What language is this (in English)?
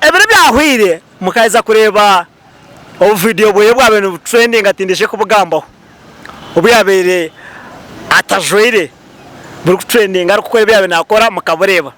Nyankole